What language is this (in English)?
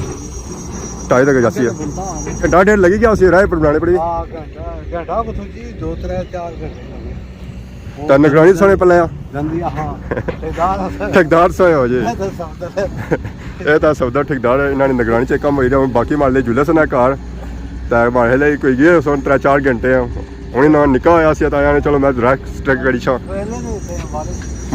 Pahari-Potwari